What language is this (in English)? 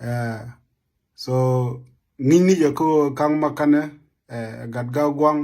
Nuer